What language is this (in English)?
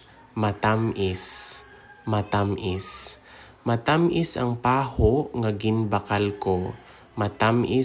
Hiligaynon